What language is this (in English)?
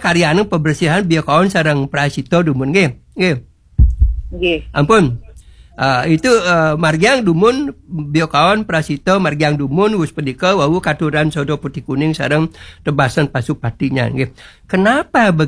Balinese